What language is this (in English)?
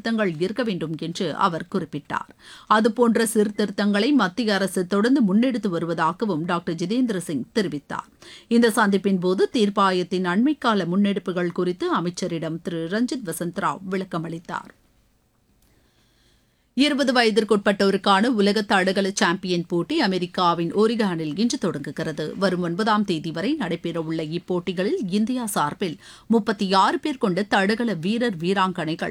Tamil